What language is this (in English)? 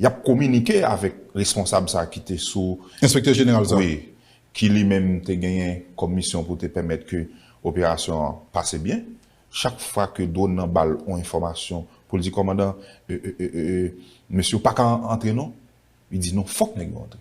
Haitian Creole